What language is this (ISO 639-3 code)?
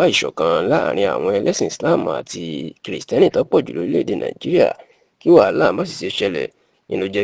yor